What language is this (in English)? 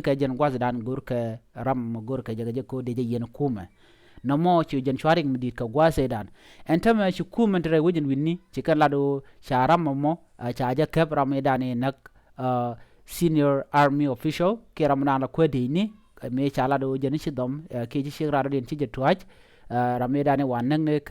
Nuer